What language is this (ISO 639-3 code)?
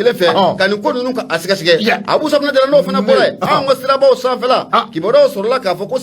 bam